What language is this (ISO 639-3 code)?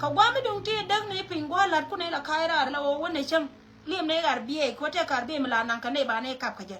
nus